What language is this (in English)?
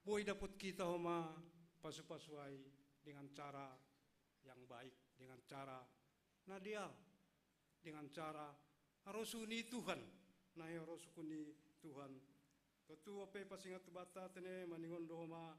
Batak Simalungun